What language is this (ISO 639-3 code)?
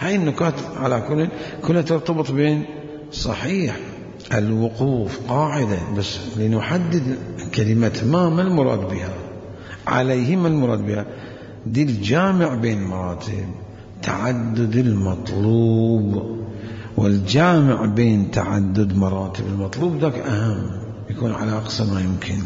acm